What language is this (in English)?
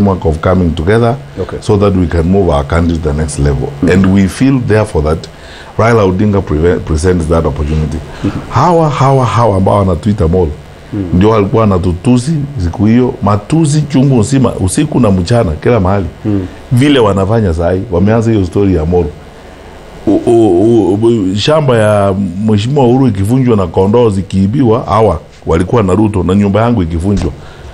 Kikuyu